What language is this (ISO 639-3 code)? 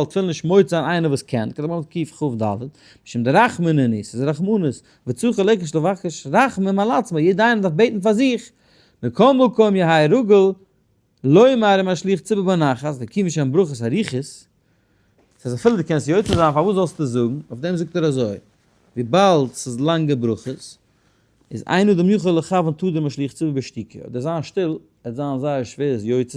yid